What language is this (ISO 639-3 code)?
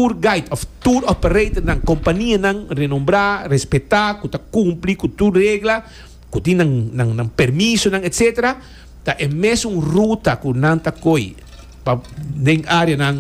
pap